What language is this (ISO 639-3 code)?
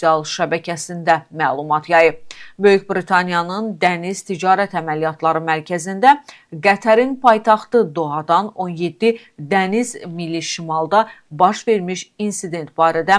aze